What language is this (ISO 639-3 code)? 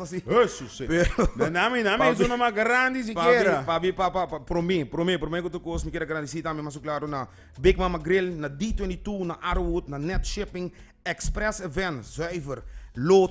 pap